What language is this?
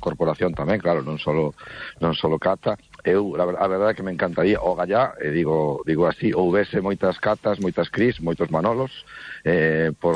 Galician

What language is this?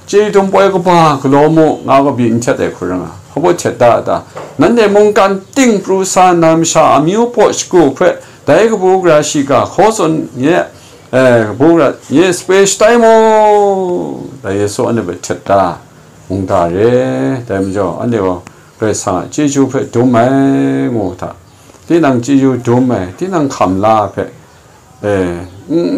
Kachin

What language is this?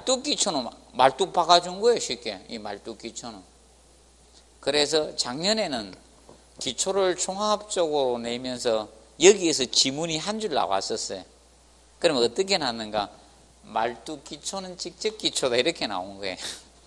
Korean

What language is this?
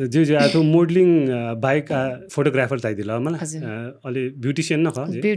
Newari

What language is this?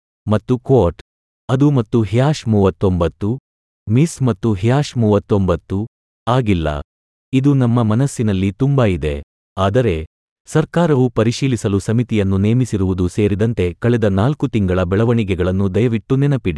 Kannada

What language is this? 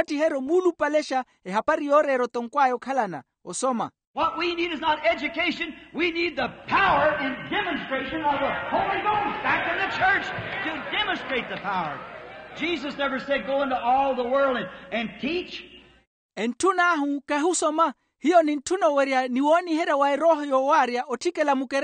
Makhuwa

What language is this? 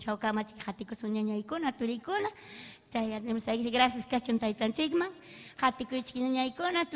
Ayacucho Quechua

